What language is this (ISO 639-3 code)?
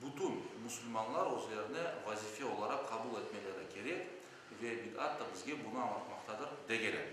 crh